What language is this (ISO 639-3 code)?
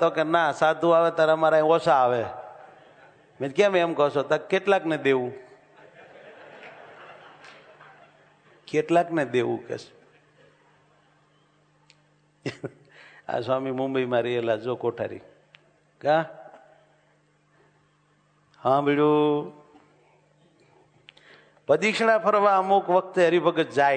guj